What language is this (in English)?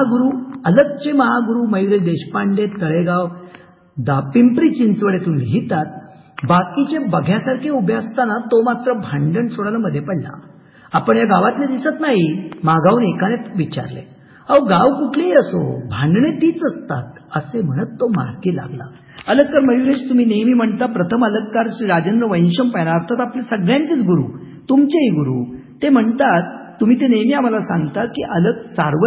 Marathi